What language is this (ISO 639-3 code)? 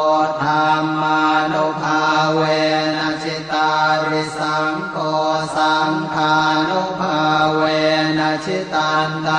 pli